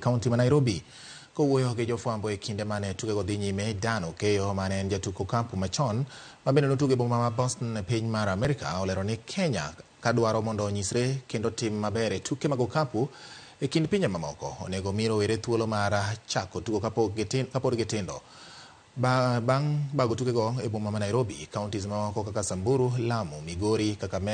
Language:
Luo (Kenya and Tanzania)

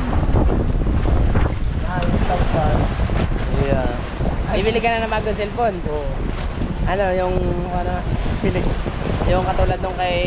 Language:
Filipino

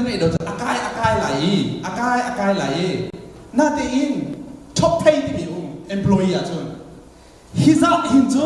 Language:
Hakha Chin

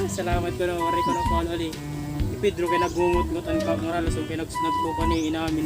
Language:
Waray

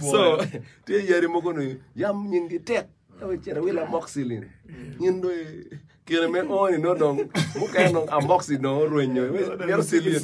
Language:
Acoli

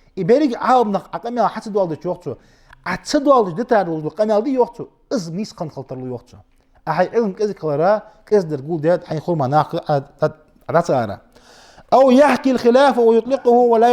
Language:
Ingush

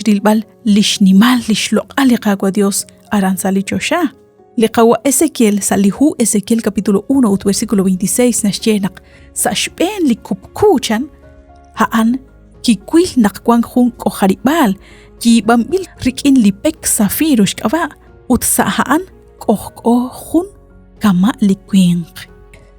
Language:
Kekchí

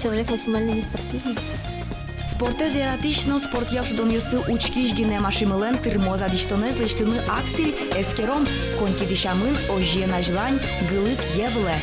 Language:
Udmurt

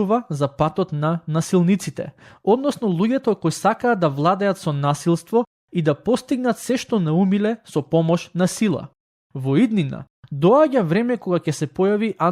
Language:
Macedonian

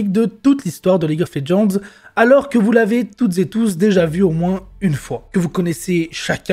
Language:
French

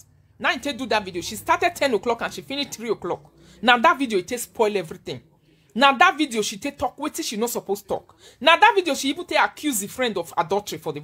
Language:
Nigerian Pidgin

